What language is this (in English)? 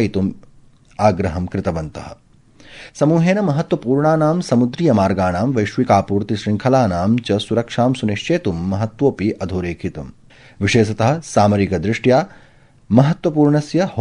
Sanskrit